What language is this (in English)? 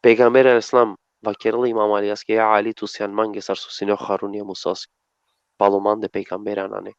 Balkan Romani